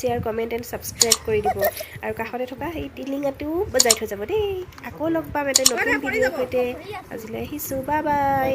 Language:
Assamese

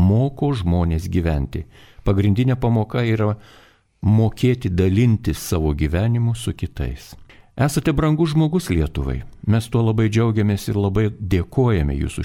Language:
Lithuanian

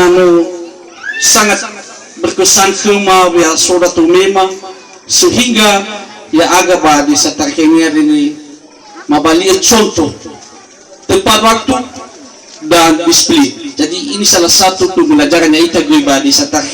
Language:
Nias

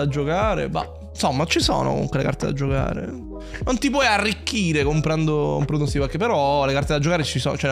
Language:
Italian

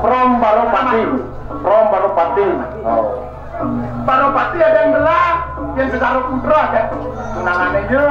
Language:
Balinese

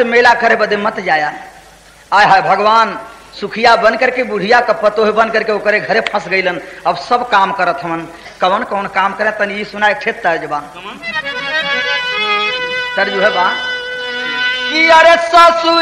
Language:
Bhojpuri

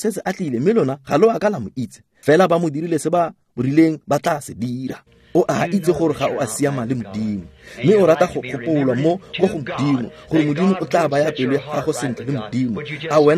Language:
Tswana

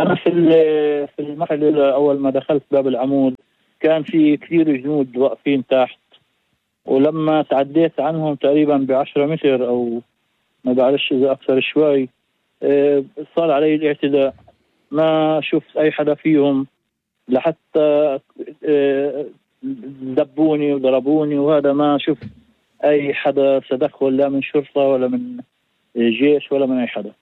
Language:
North Levantine Arabic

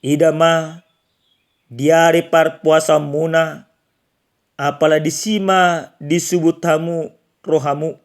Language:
Batak Toba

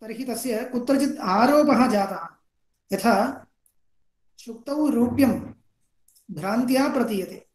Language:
Sanskrit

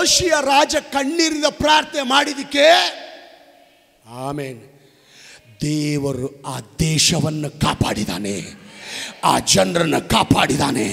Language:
Kannada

